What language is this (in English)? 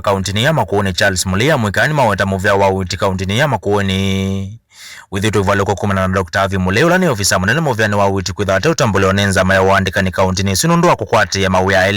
Kamba